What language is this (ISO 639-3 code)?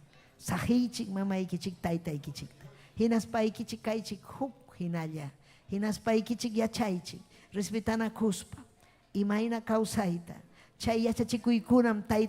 quy